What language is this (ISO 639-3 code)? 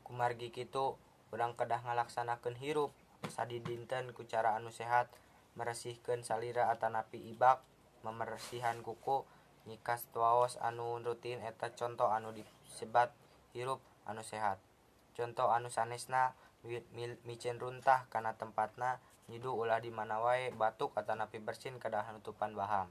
sun